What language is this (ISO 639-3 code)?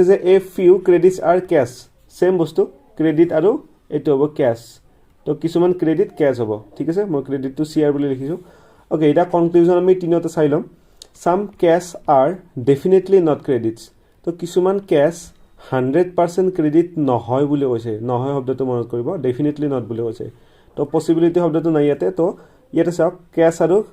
asm